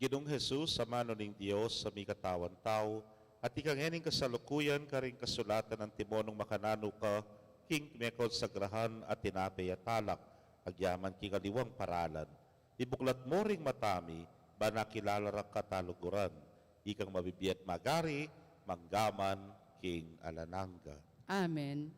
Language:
Pampanga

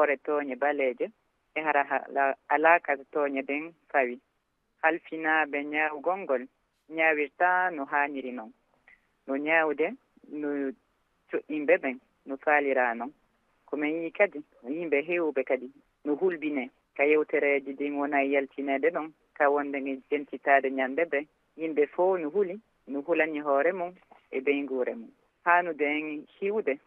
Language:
Fula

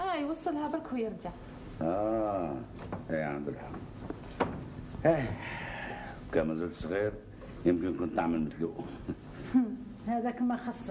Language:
Algerian Arabic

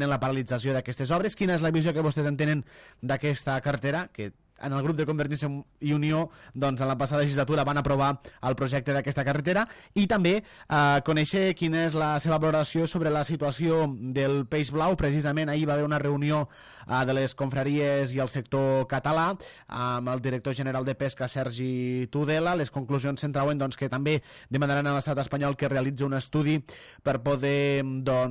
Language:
Catalan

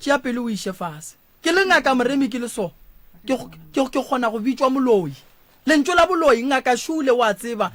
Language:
Northern Sotho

